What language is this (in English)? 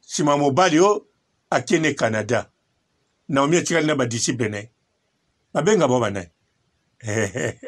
Lingala